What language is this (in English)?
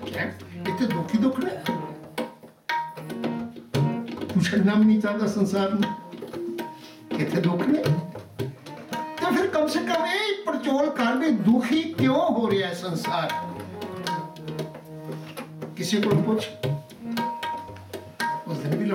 Punjabi